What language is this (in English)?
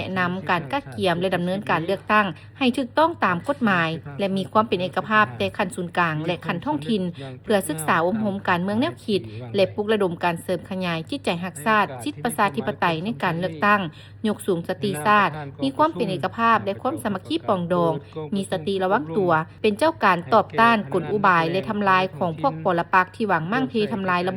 Lao